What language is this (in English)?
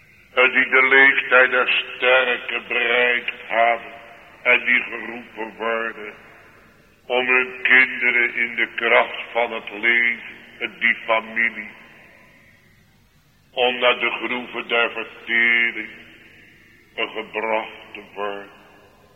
Dutch